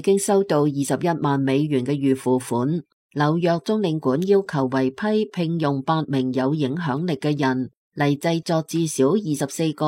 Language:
Cantonese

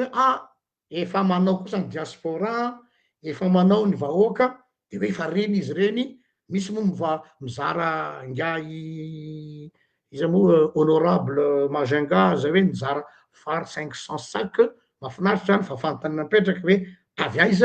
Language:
Malagasy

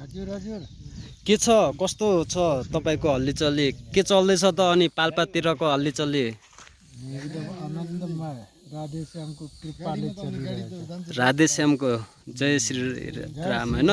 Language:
Nepali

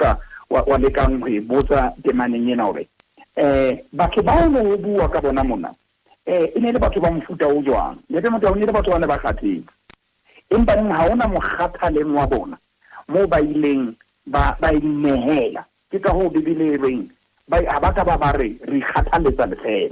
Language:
Southern Sotho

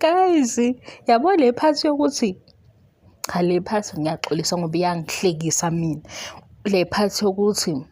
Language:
Zulu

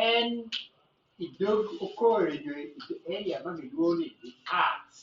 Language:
Acoli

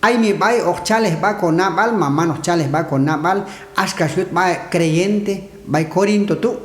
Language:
Q'anjob'al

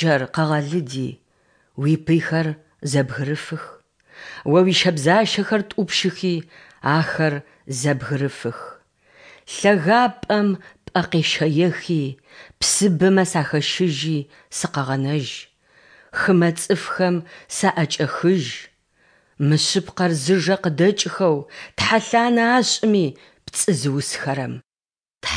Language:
Adyghe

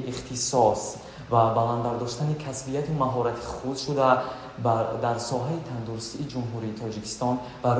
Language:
Tajik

